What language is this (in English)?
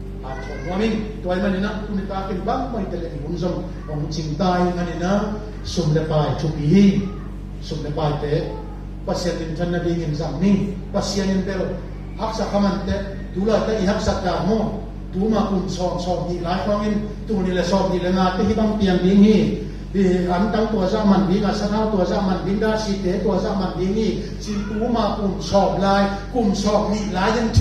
Tedim Chin